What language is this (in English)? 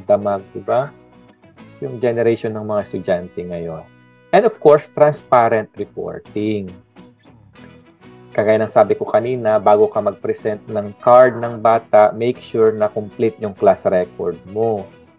Filipino